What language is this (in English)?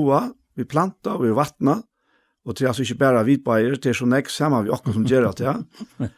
Faroese